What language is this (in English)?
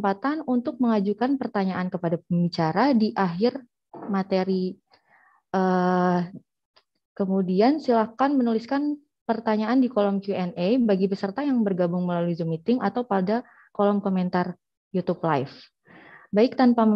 Indonesian